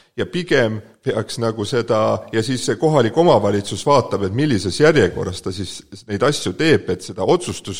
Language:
Estonian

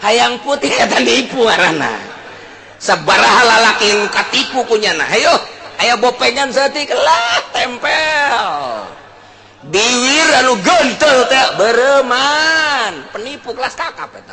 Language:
Sundanese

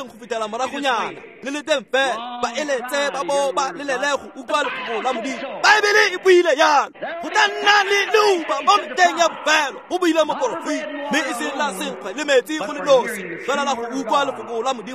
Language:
Tswana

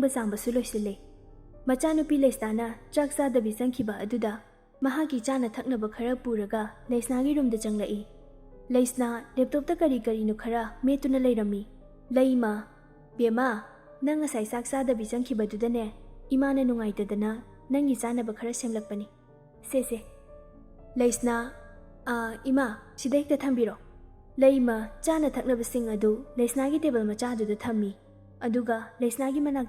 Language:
Manipuri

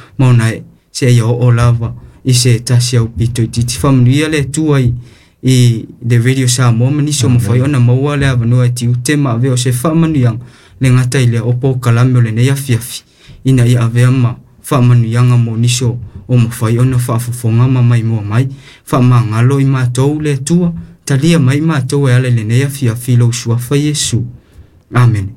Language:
Samoan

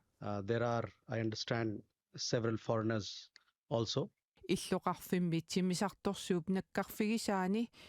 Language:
Kalaallisut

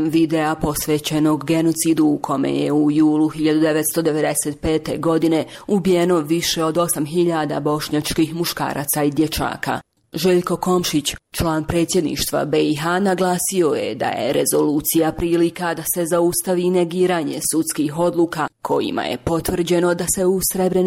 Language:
Bosnian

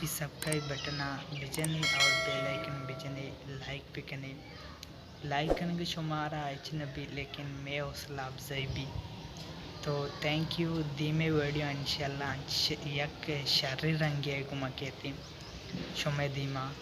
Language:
Baluchi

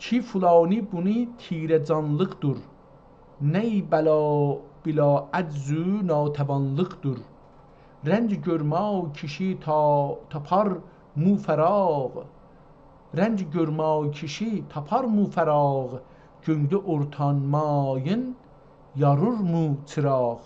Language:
South Azerbaijani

